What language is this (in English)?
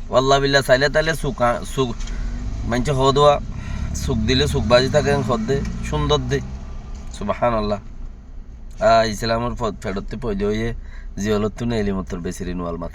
Rohingya